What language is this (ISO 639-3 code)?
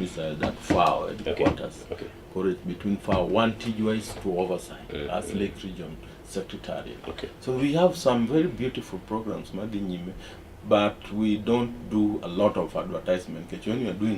luo